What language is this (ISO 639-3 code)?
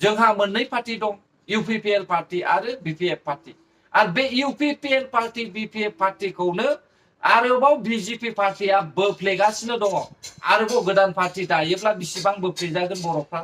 brx